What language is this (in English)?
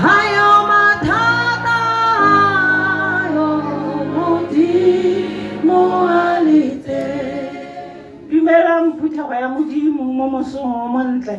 Tswana